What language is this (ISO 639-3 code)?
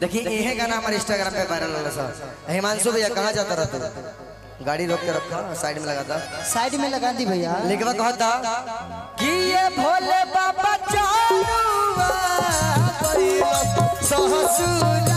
mag